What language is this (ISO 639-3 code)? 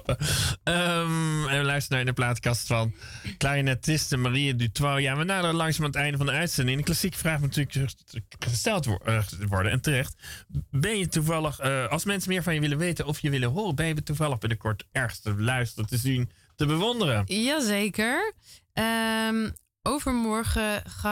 nld